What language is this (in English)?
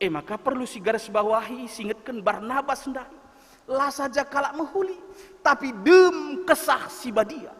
Batak Karo